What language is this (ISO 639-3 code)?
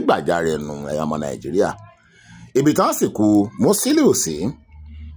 yor